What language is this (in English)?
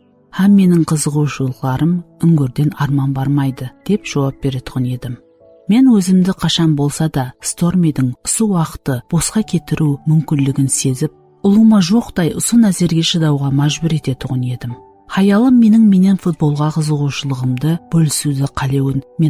Kara-Kalpak